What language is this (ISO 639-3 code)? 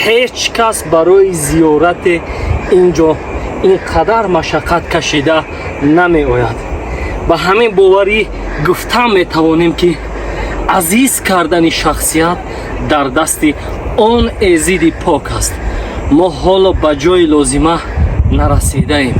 tgk